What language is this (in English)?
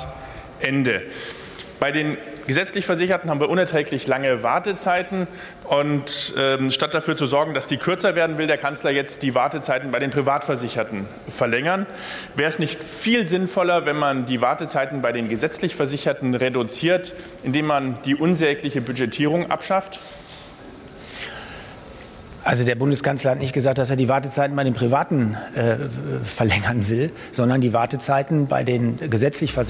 German